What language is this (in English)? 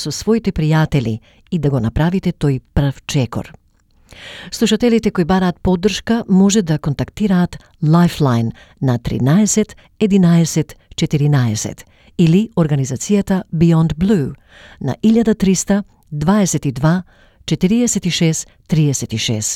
Macedonian